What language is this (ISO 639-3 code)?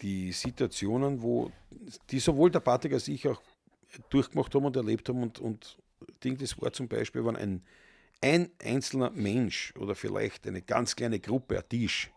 bar